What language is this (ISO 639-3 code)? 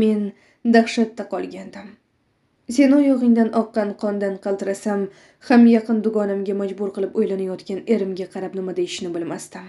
uzb